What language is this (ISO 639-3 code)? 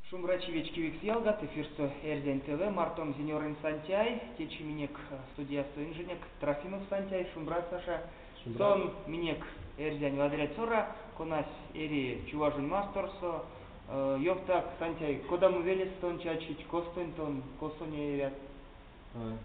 myv